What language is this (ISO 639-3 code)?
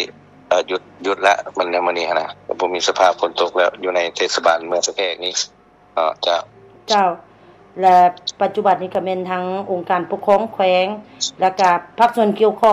lao